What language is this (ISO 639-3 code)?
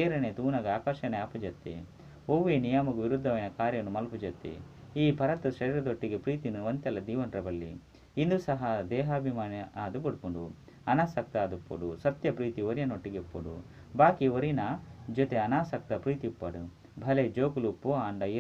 tcy